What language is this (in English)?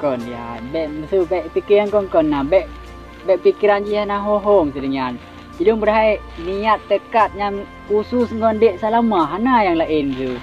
Achinese